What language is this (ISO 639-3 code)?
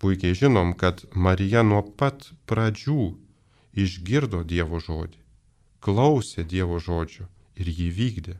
lit